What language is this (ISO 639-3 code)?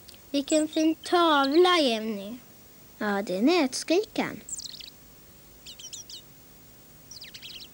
swe